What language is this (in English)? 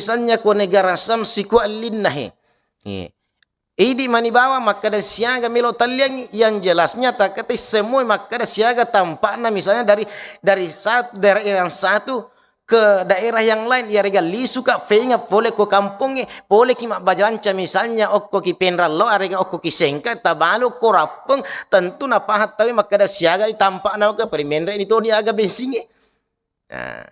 Buginese